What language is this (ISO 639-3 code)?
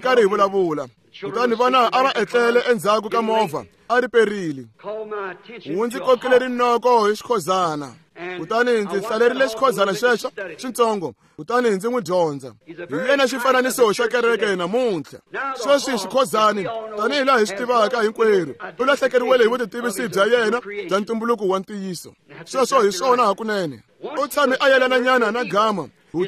tso